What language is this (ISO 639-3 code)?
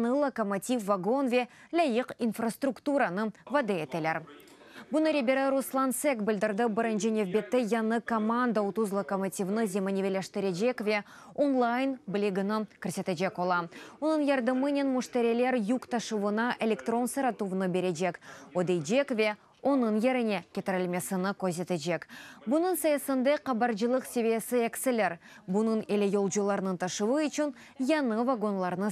crh